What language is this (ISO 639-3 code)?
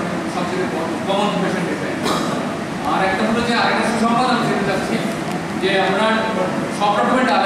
ben